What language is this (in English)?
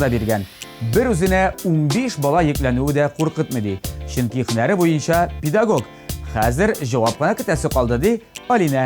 Tatar